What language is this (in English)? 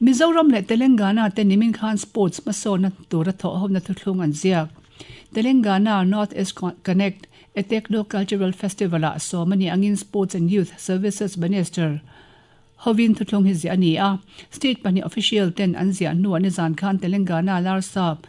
Mizo